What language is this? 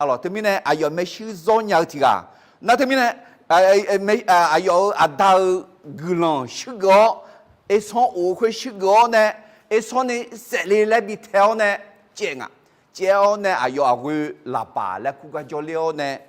Akha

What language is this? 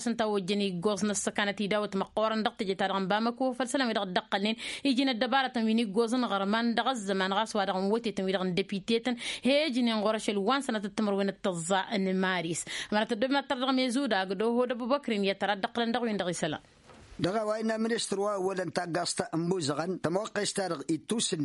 Tamasheq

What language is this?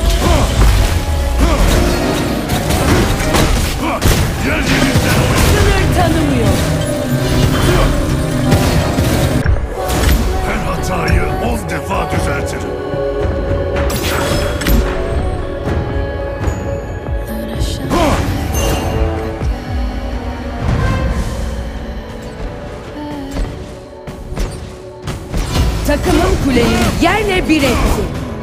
Turkish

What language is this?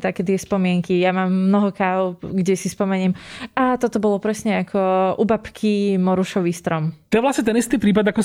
Slovak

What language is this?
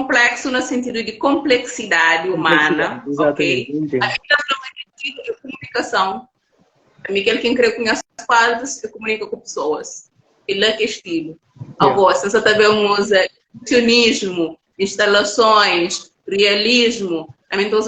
Kabuverdianu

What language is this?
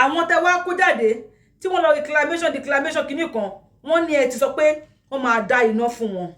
Yoruba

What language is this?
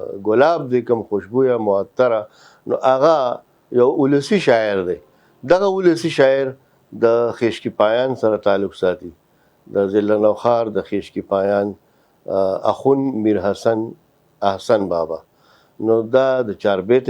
Pashto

